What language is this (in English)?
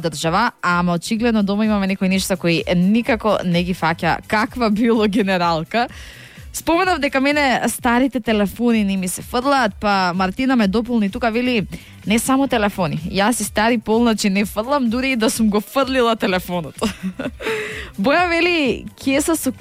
Macedonian